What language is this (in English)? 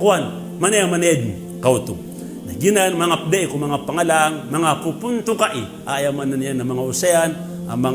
Maranao